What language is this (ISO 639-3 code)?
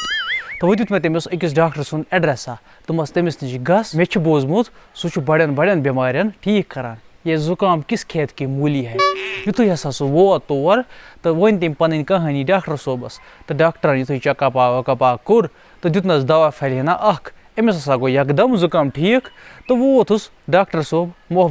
kas